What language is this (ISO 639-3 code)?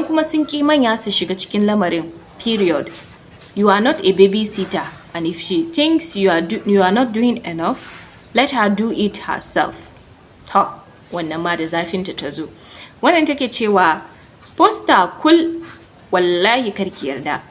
hau